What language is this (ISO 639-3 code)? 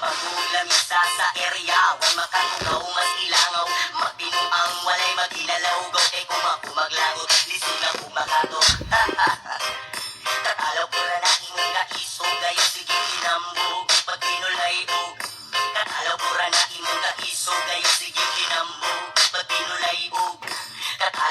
ceb